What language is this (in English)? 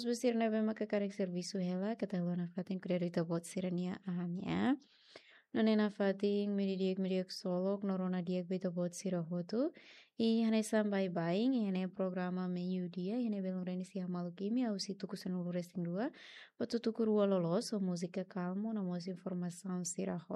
Tetum